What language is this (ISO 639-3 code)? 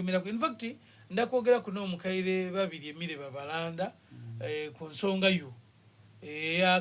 xog